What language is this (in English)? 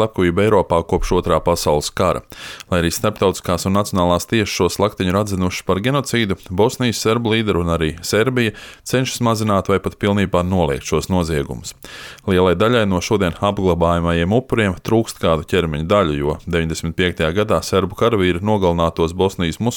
Latvian